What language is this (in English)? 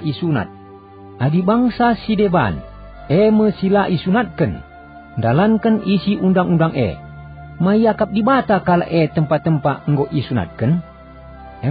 Batak Karo